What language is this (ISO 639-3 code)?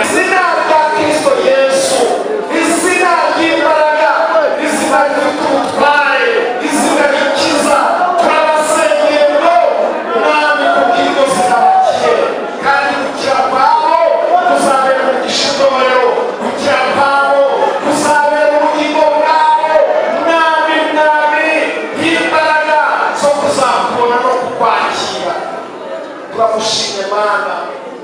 kin